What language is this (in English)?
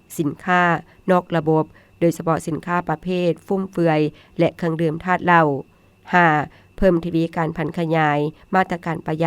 Lao